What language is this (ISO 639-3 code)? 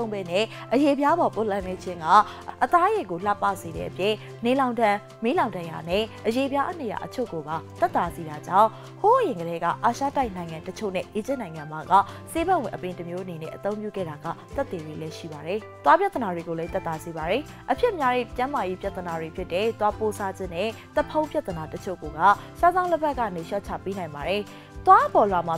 mya